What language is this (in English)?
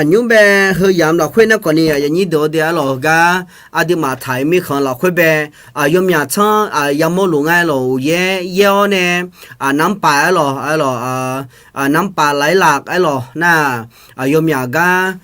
Akha